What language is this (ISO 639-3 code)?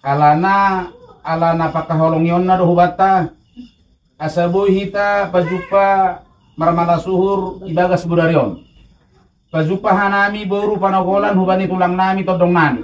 bts